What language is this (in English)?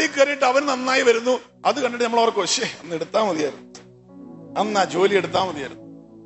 Malayalam